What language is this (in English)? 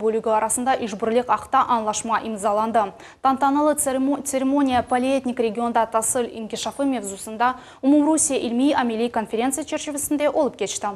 Crimean Tatar